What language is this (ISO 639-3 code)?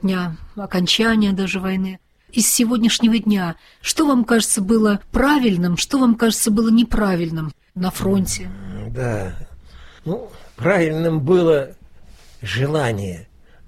rus